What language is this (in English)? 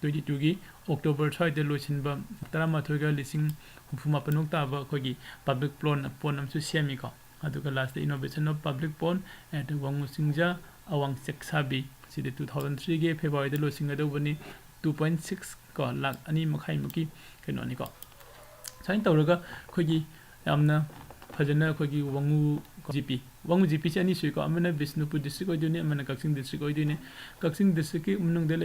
Manipuri